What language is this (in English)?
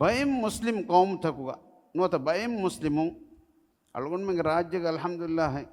Divehi